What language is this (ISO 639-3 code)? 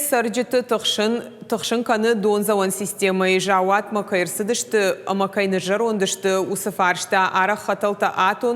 oss